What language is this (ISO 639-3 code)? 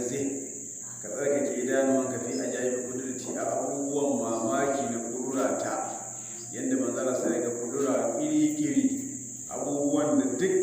hau